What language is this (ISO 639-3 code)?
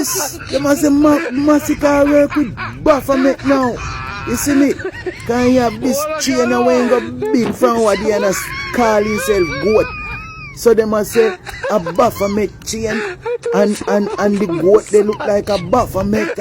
jam